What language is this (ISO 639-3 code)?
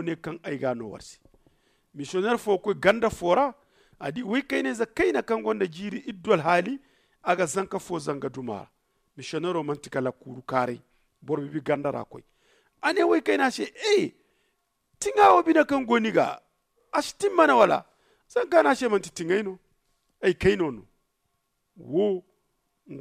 dje